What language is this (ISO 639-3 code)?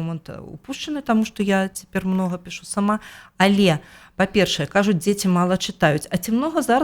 bel